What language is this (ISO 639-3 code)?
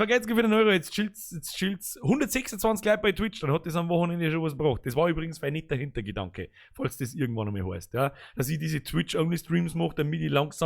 bar